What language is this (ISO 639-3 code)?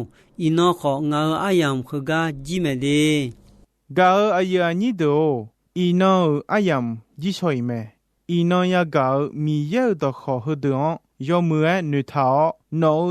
ahk